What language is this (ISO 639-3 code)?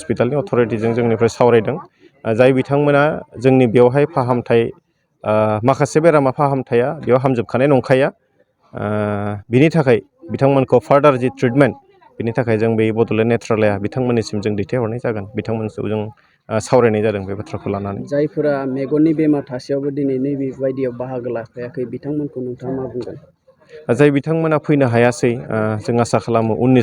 brx